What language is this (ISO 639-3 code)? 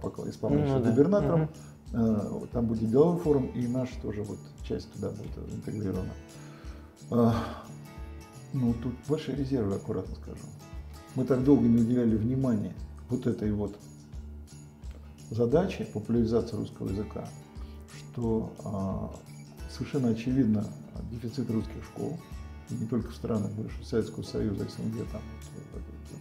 rus